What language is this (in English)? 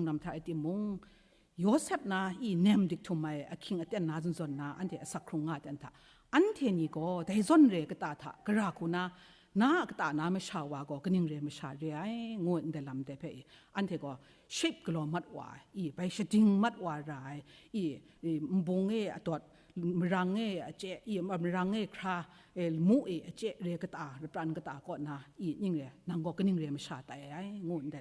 Kachin